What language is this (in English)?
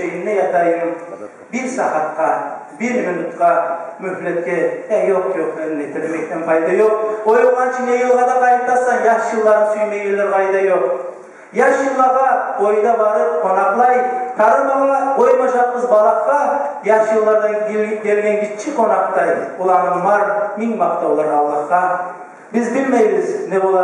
Kumyk